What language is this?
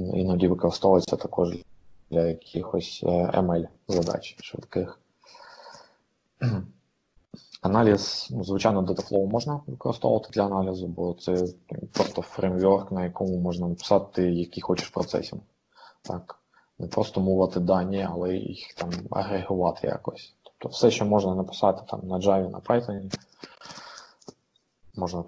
Ukrainian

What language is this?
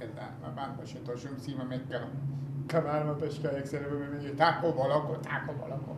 Persian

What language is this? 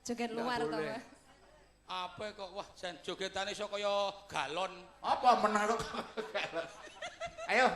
Javanese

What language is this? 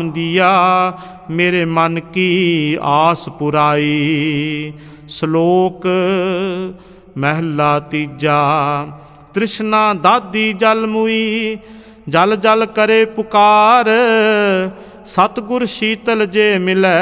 Punjabi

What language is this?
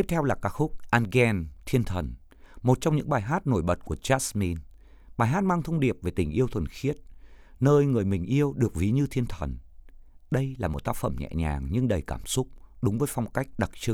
Vietnamese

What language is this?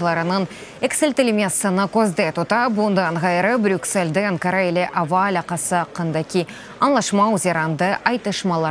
Crimean Tatar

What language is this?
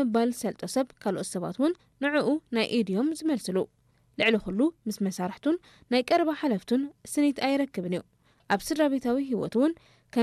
Tigrinya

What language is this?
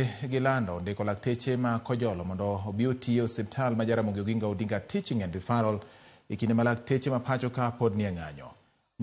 Luo (Kenya and Tanzania)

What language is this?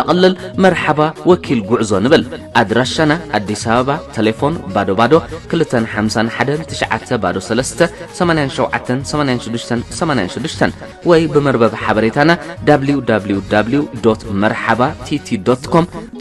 Tigrinya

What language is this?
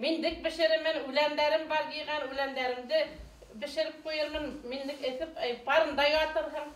Bashkir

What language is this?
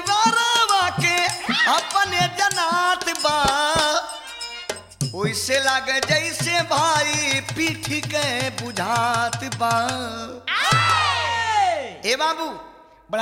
Bhojpuri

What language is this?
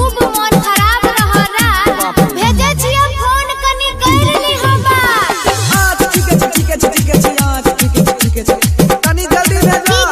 Maithili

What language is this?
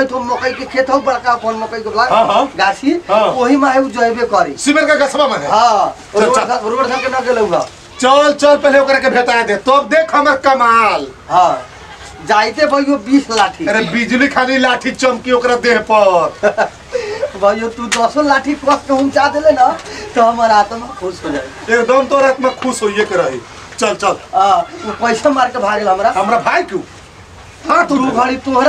Bhojpuri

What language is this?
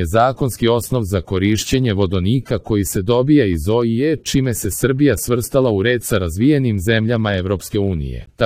Serbian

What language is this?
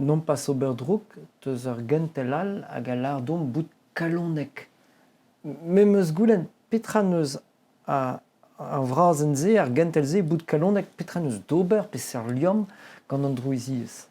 Breton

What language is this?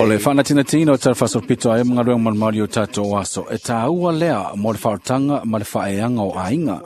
Samoan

